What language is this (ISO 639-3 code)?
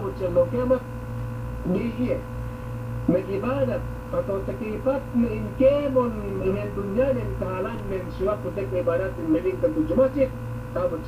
yka